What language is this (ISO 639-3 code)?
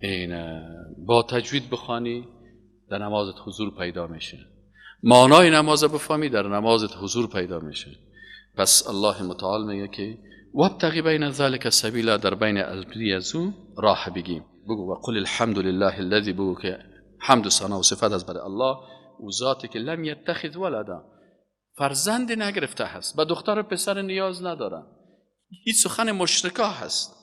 fas